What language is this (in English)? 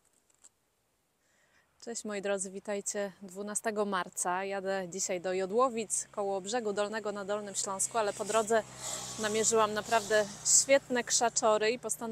Polish